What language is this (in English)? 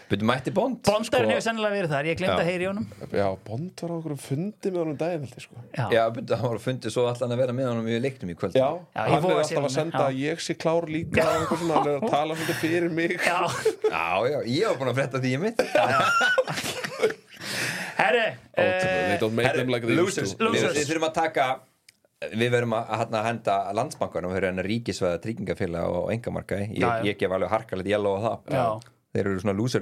Icelandic